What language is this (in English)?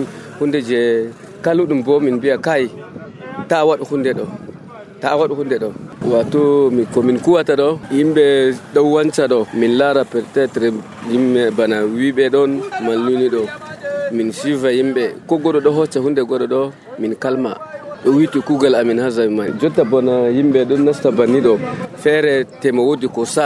Nigerian Fulfulde